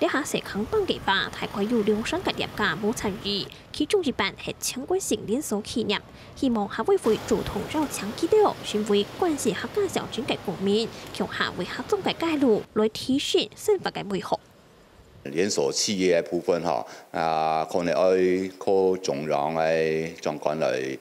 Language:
Hakka Chinese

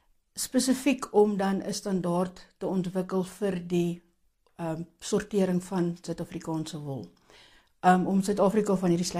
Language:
Afrikaans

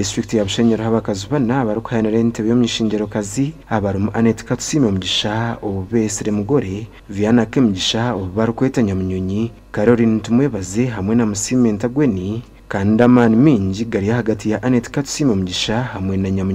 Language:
Nyankole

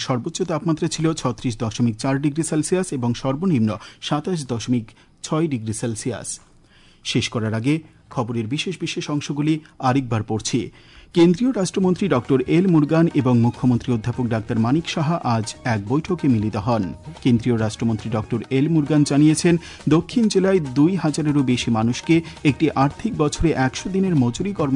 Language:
Bangla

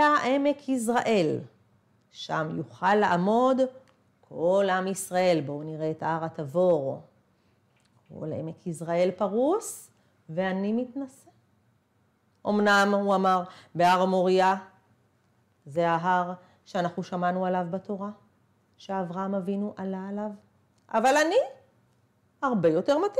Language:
Hebrew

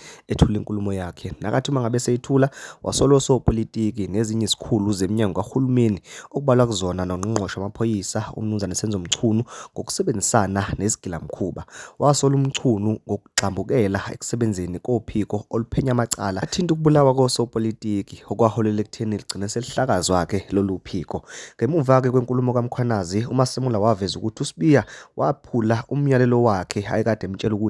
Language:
Zulu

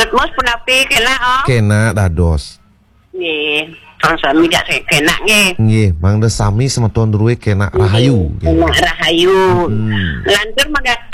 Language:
Balinese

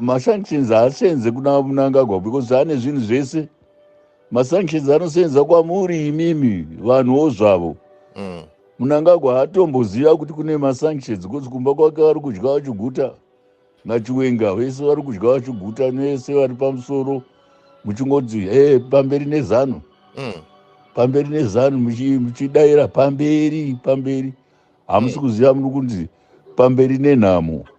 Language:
Shona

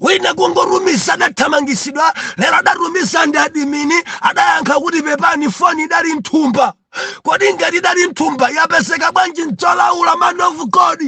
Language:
Nyanja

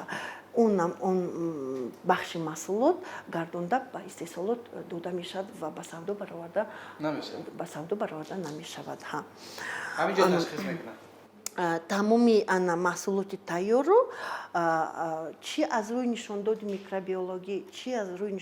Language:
Tajik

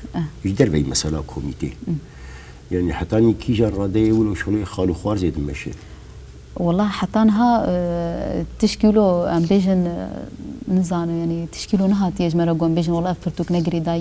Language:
Kurdish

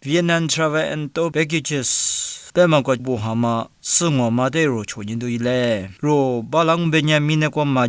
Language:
Lisu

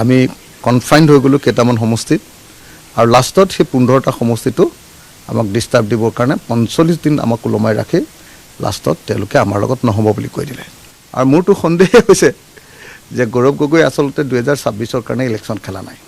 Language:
Assamese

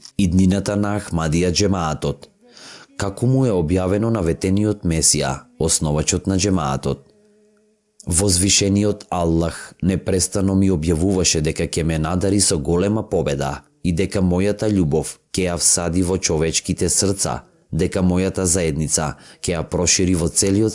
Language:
Macedonian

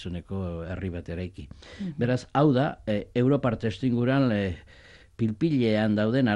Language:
Basque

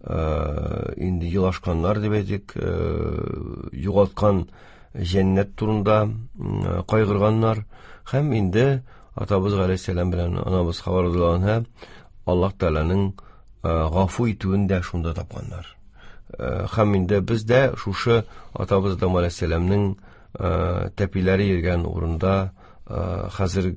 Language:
Tatar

